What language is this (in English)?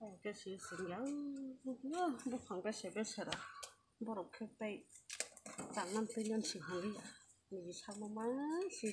Kok Borok